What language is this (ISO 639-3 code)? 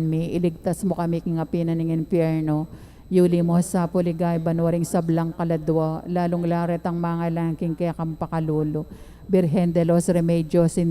pam